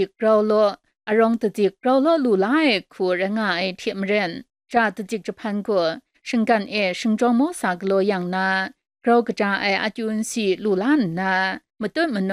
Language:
Kachin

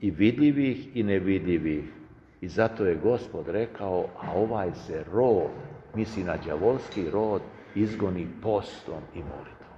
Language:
Serbian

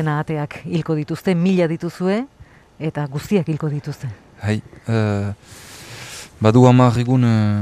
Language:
Basque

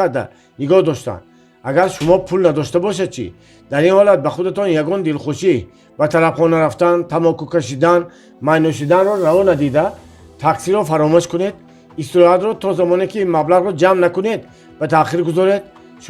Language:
Tajik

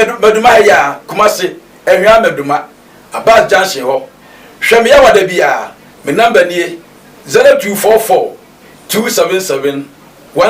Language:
Akan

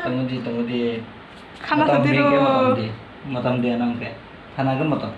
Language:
Kok Borok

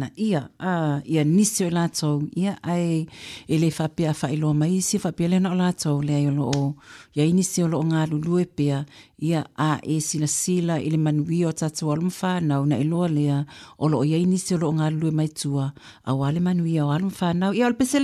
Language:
Samoan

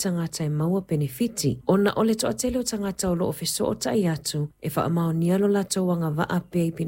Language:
Samoan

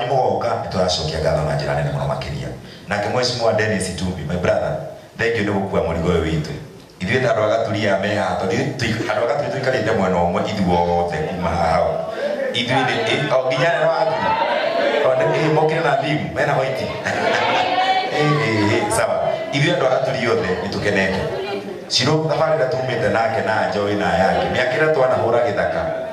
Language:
Kikuyu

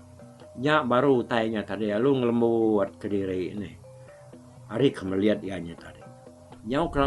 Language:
Iban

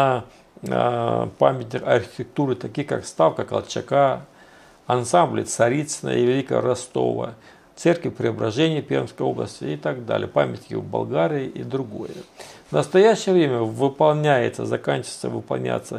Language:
Russian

